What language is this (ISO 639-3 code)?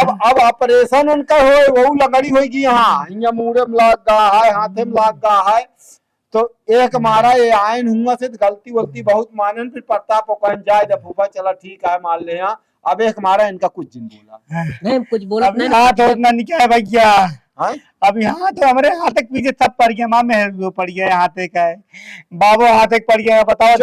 awa